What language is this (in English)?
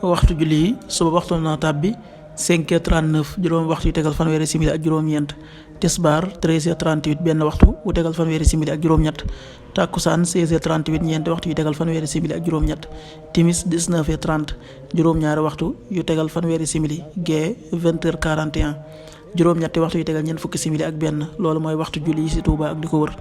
Wolof